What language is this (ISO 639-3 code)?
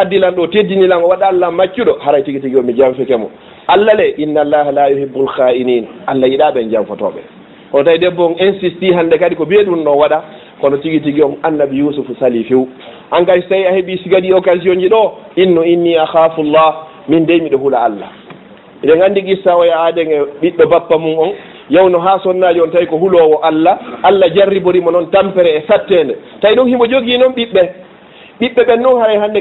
ful